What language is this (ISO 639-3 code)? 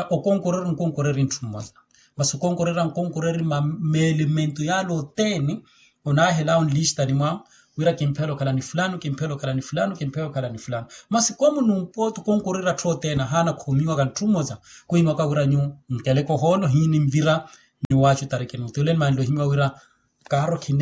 vmw